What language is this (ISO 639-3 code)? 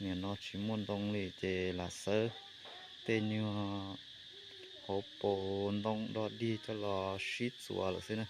hmn